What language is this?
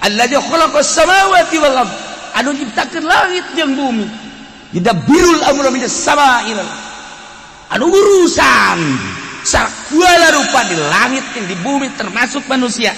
Sundanese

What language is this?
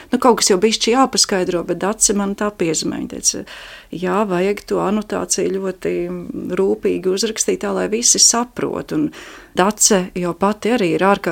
Latvian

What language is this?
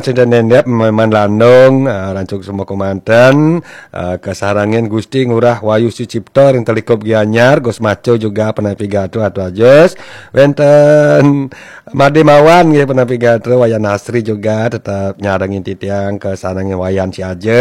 Balinese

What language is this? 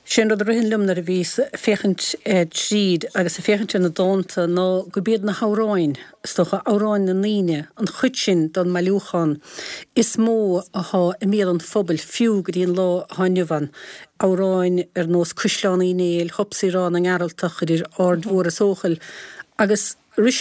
Irish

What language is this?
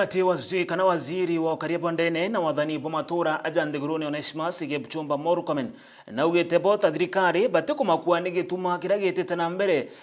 Meru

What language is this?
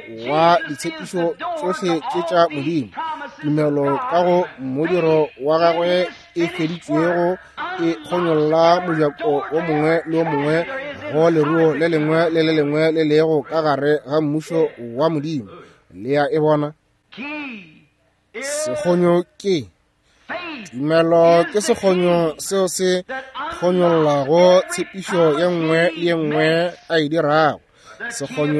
Northern Sotho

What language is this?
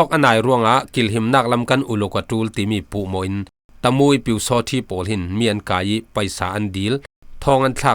Falam Chin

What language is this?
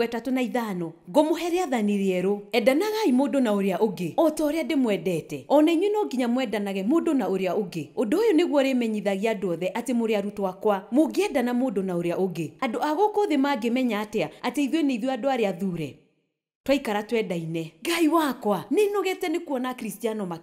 Kikuyu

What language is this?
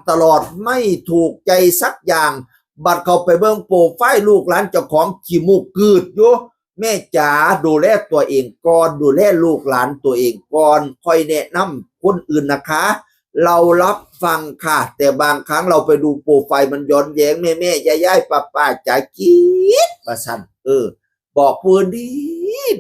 Northeastern Thai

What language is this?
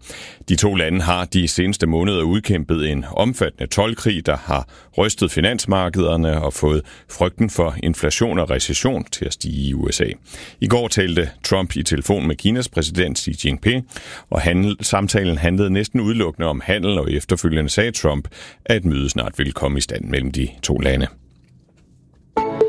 Danish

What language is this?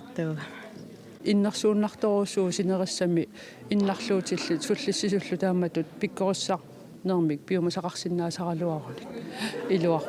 Kalaallisut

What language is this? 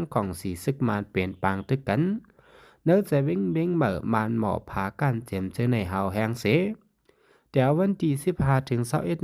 Shan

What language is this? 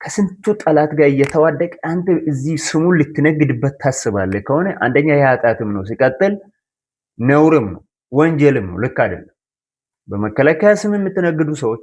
Amharic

